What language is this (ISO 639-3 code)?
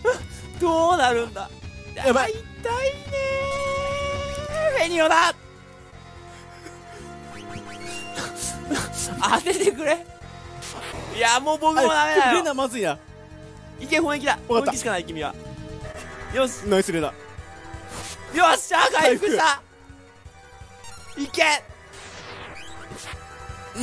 jpn